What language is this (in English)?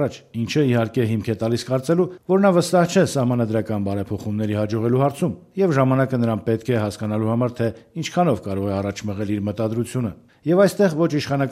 Armenian